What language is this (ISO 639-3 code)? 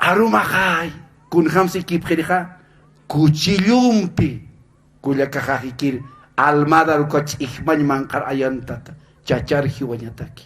aym